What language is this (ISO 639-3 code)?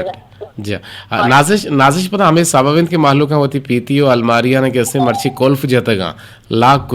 bgp